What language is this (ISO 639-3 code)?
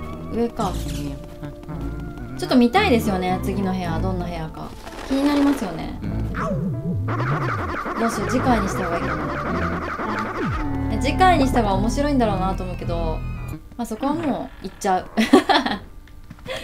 jpn